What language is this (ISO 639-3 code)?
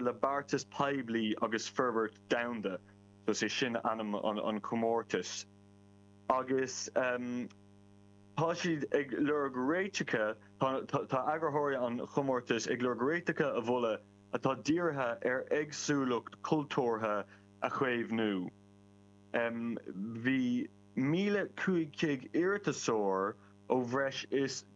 gle